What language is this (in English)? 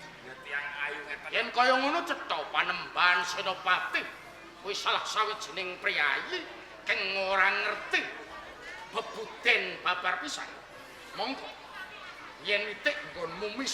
Javanese